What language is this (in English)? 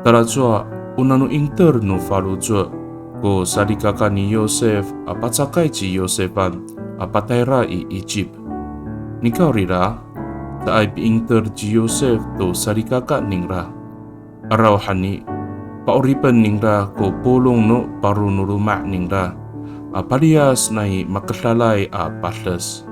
Amis